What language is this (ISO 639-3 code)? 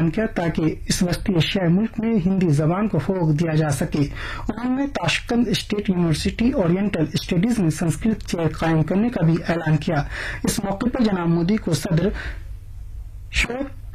urd